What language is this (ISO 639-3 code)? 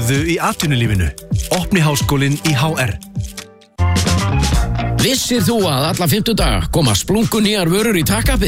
isl